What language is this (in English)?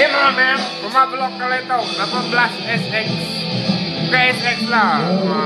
Iban